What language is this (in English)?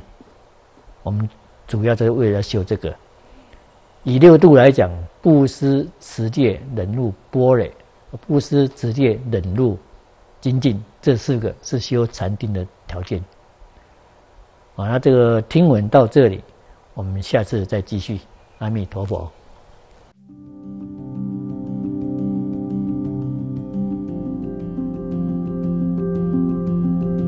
Chinese